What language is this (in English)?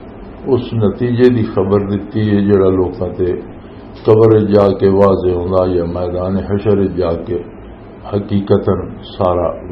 Western Panjabi